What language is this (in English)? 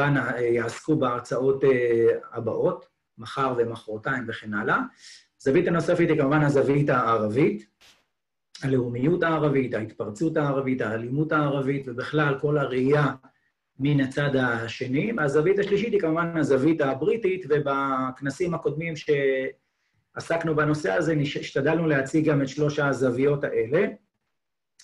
Hebrew